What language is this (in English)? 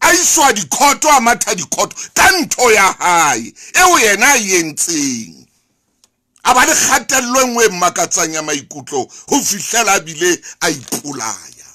Southern Sotho